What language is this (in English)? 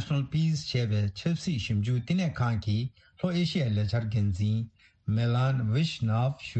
Tibetan